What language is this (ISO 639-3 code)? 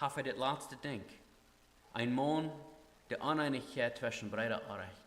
pdt